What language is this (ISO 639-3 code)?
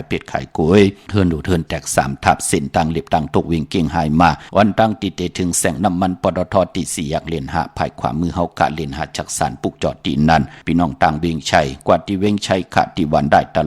shn